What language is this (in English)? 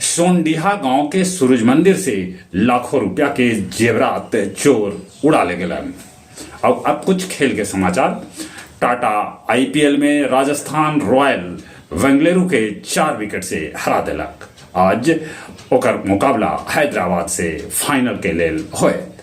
Magahi